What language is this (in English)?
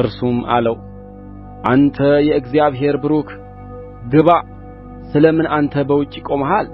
Amharic